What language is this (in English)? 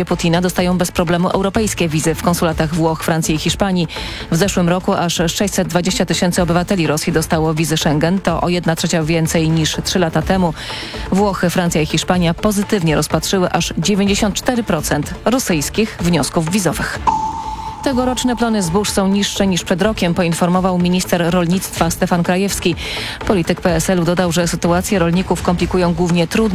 Polish